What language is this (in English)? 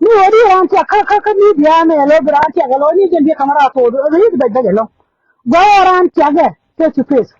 Nuer